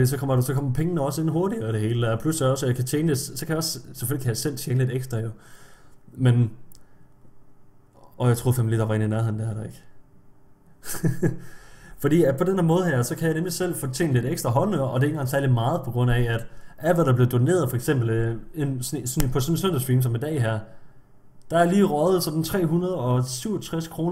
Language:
Danish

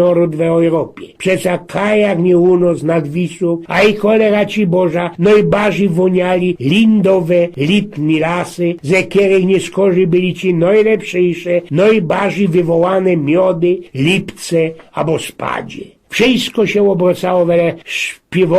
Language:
Silesian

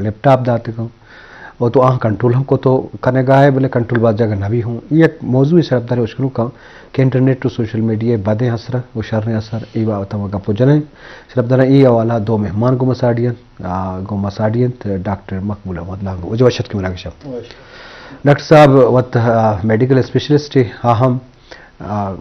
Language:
Baluchi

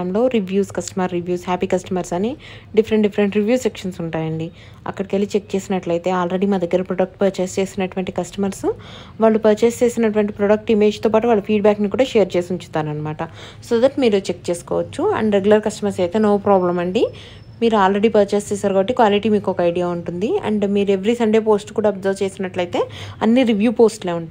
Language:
Telugu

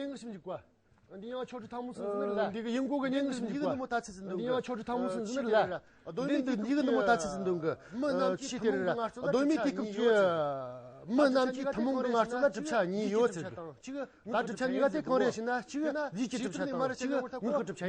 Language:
Amdo Tibetan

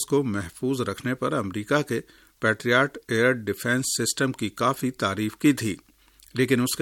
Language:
Urdu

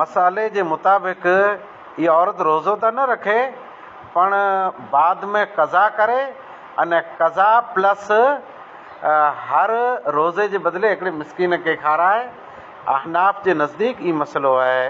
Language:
Sindhi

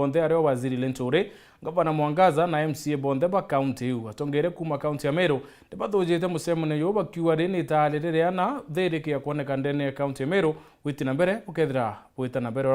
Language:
Meru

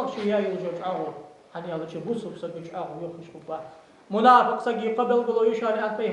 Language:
Ingush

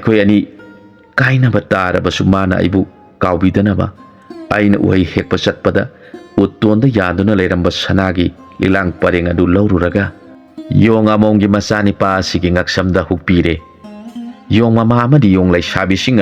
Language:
Manipuri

